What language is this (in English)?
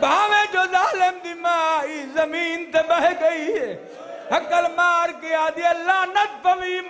Saraiki